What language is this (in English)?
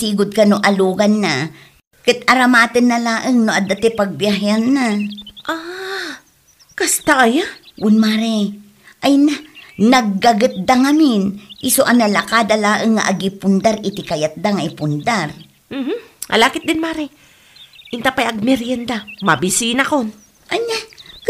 Iloko